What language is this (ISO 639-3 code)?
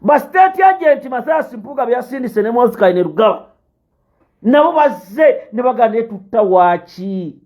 lug